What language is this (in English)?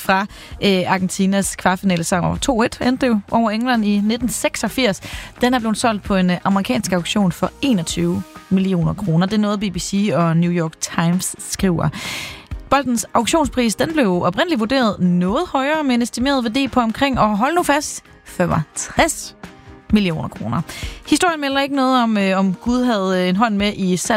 Danish